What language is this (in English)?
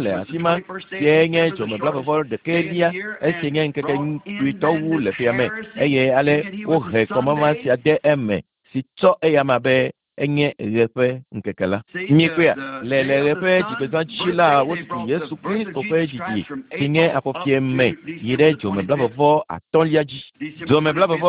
Ewe